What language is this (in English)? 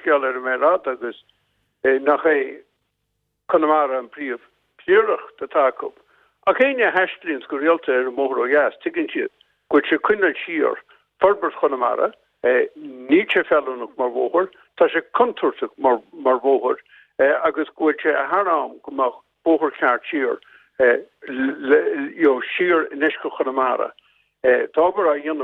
Irish